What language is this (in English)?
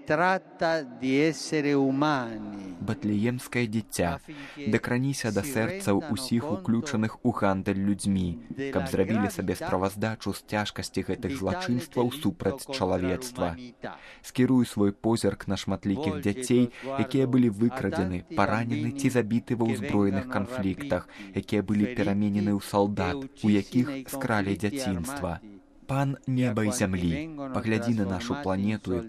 Belarusian